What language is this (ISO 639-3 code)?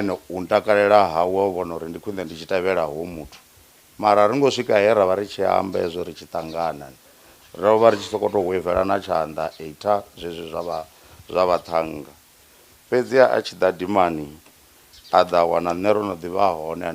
ven